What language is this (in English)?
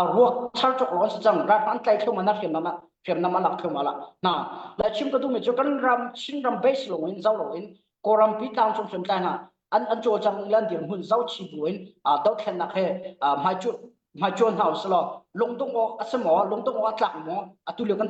Hakha Chin